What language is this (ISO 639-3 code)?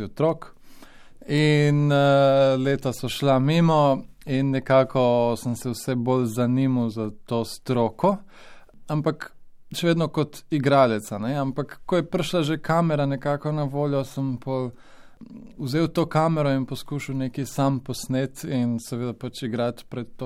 slv